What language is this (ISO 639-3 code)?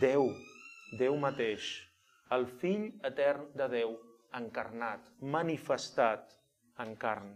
cat